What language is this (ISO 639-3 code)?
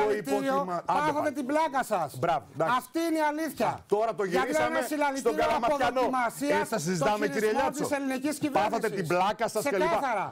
ell